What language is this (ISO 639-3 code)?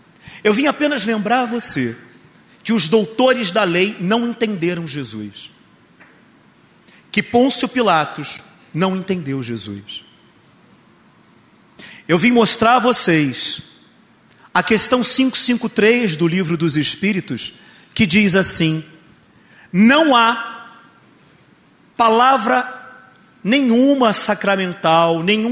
por